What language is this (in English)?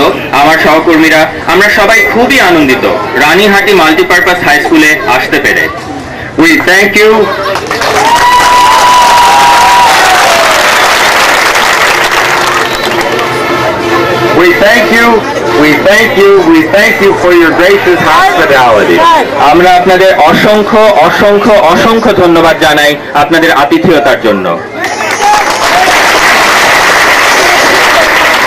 Bangla